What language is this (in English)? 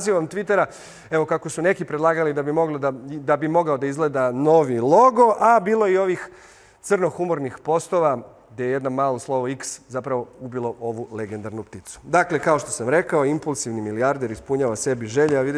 Serbian